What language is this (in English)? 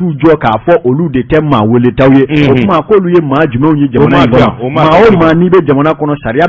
Bambara